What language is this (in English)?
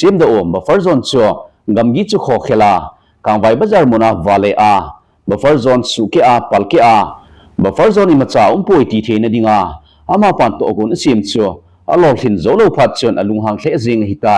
Thado Chin